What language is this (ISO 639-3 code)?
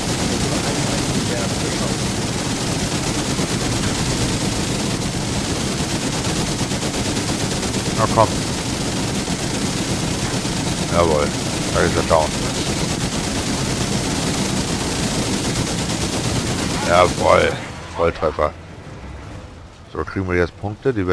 deu